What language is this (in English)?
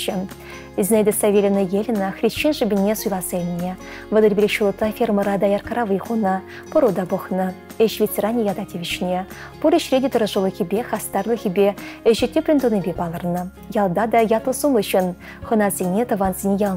Chuvash